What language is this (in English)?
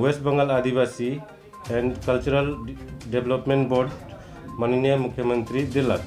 Sadri